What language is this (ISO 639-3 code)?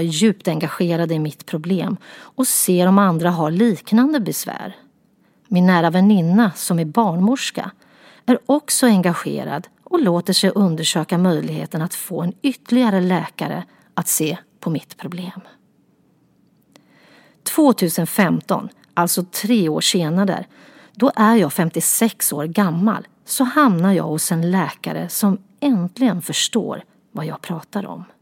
swe